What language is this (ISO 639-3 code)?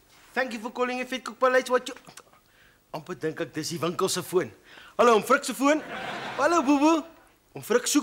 afr